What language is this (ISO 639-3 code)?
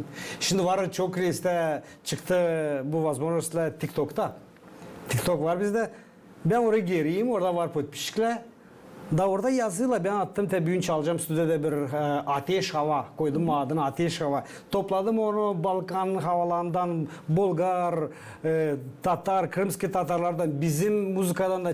gag